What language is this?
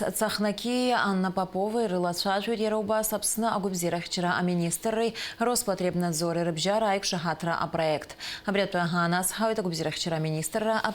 Abkhazian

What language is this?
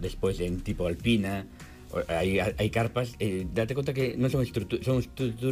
Galician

